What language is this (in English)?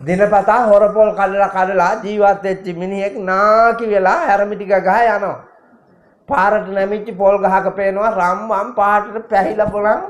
Sinhala